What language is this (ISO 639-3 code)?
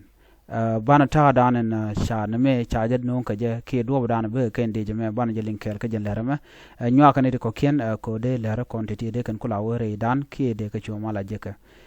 nus